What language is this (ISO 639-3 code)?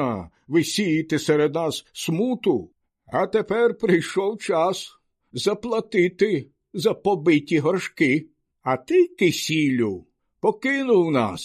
ukr